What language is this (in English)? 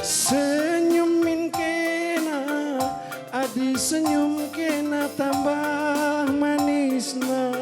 Batak Karo